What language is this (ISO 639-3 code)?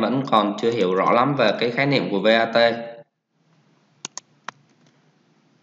vie